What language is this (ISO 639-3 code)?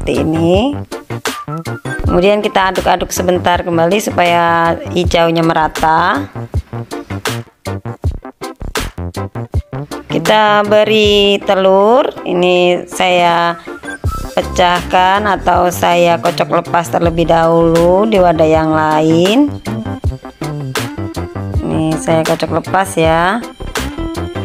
ind